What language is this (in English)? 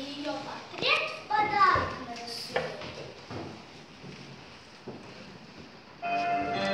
Russian